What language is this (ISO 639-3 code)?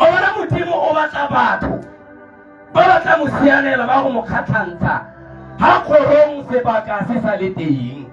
tsn